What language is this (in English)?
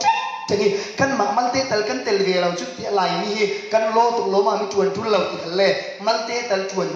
Falam Chin